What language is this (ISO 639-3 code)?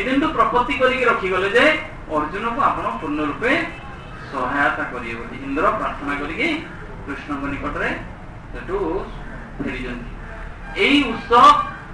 ori